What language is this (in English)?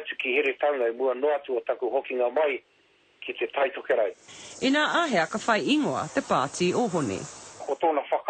Māori